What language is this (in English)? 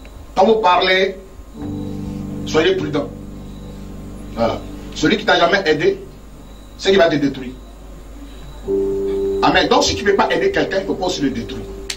French